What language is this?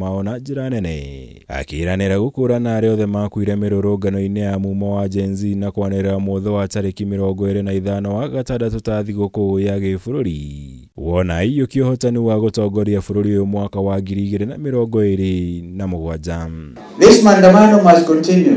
Kikuyu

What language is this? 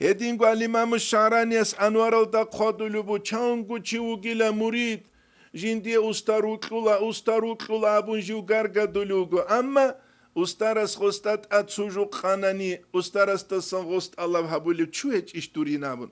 Avaric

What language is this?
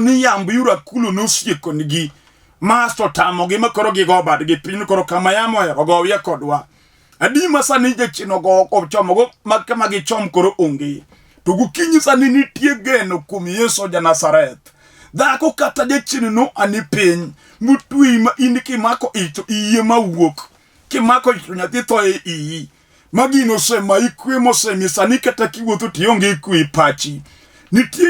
Luo (Kenya and Tanzania)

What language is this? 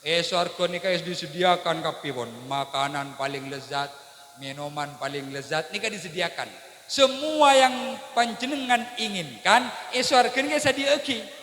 Madurese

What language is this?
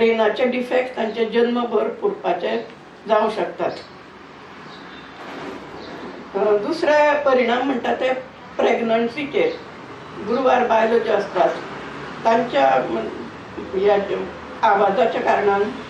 Konkani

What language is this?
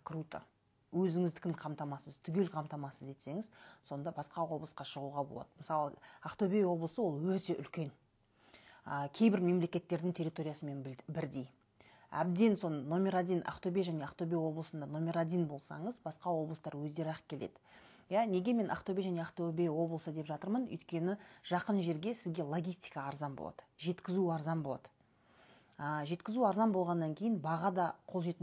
Kazakh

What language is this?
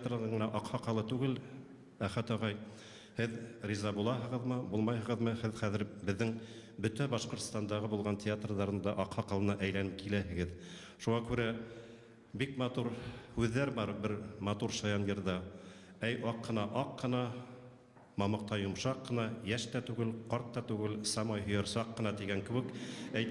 Bashkir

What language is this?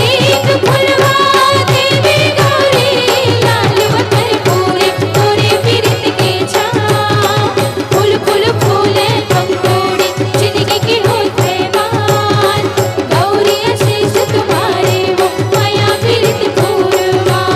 Chhattisgarhi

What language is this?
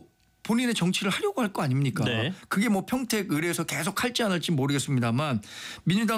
Korean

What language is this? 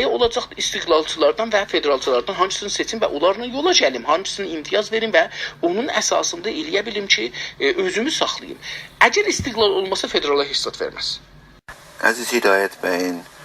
South Azerbaijani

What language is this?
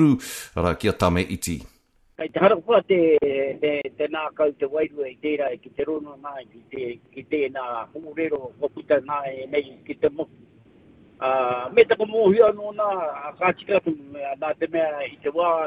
Māori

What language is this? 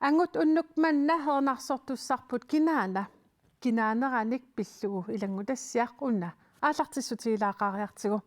Kalaallisut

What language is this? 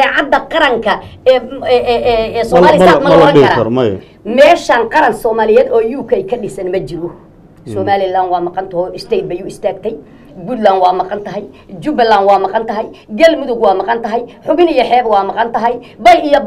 Somali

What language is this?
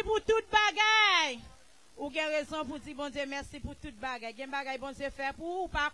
Haitian Creole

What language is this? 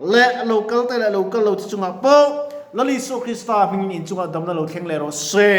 Mizo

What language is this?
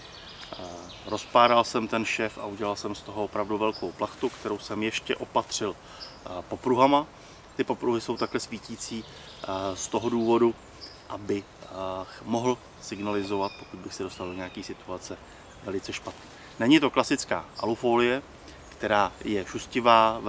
Czech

